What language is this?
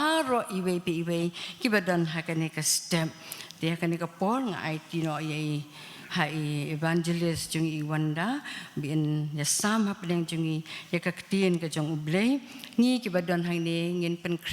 Khasi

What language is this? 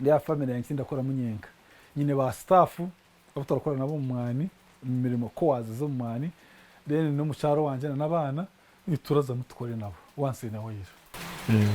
Nyankole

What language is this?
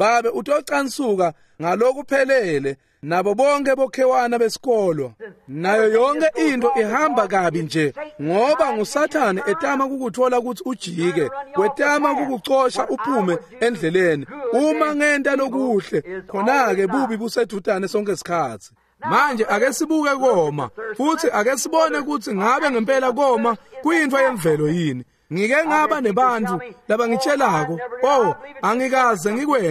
Swati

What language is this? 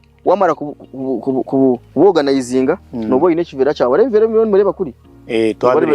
Nyankole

